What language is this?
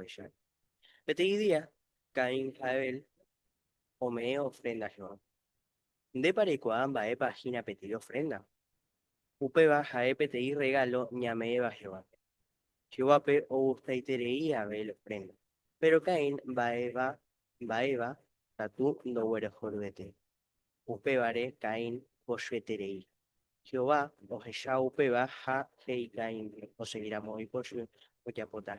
Guarani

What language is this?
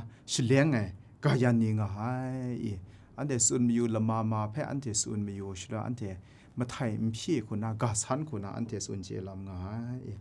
Kachin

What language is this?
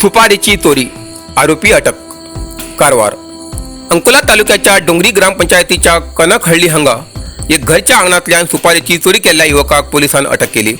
Konkani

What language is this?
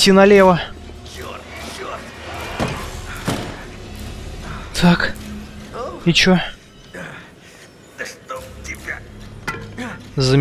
Russian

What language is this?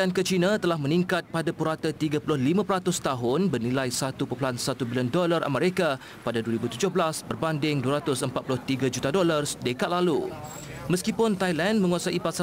Malay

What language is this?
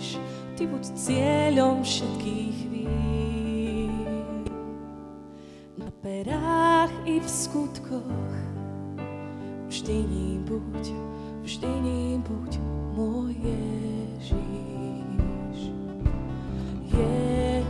Slovak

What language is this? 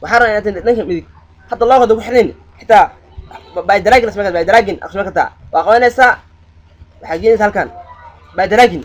Somali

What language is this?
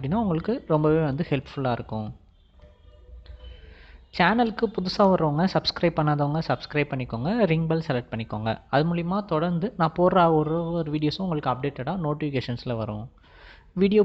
Tamil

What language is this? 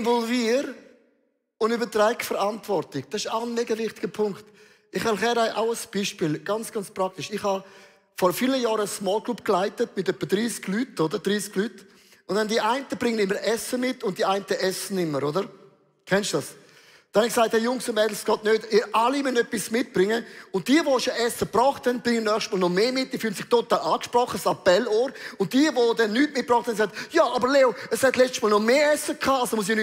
Swiss German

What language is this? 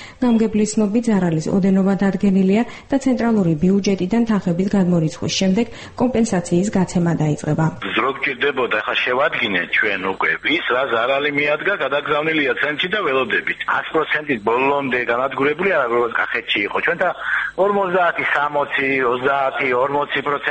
Georgian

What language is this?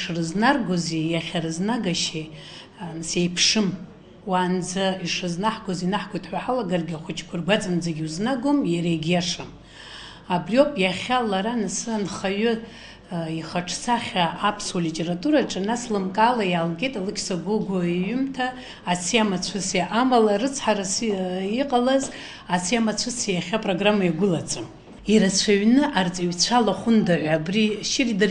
Abkhazian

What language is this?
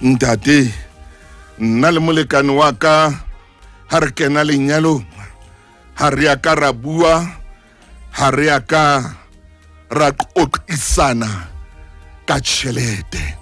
Southern Sotho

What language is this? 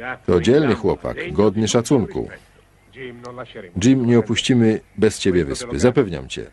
Polish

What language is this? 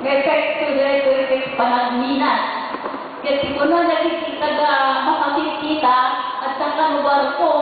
Iloko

